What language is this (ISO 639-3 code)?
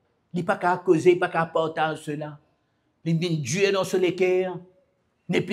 mfe